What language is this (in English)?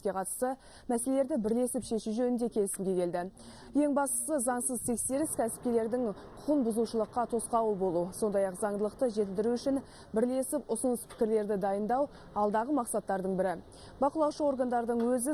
Kazakh